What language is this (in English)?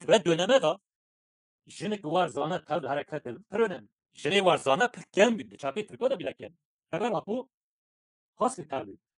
Kurdish